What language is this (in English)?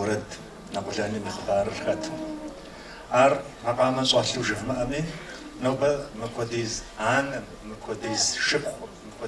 Kabardian